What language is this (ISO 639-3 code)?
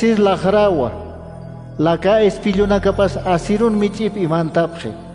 aym